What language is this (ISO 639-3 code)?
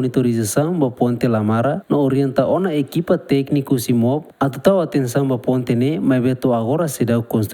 tet